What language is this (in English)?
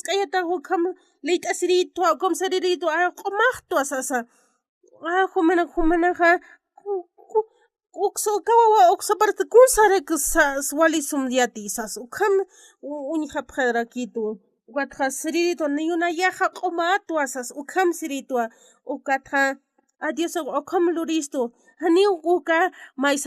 Aymara